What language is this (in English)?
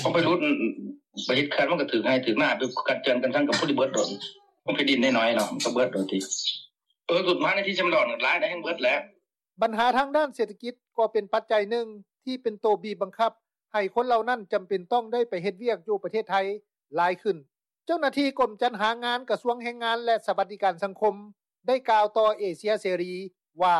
Lao